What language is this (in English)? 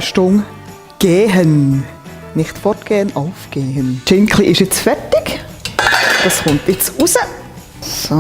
Swiss German